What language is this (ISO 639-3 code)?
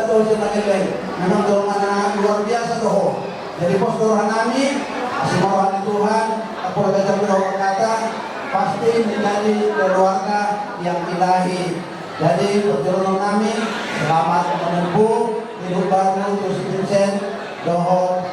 bbc